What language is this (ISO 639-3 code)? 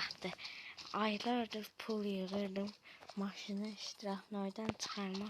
aze